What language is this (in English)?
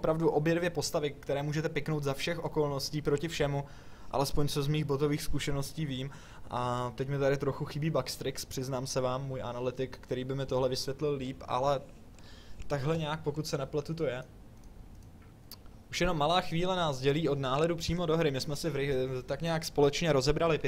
Czech